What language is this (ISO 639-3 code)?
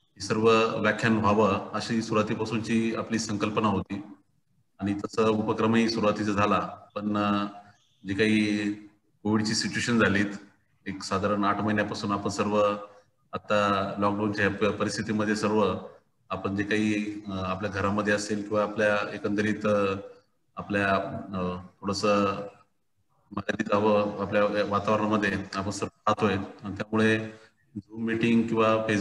mar